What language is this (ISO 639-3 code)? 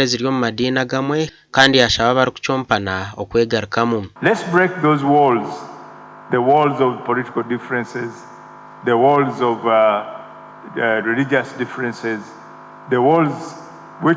nyn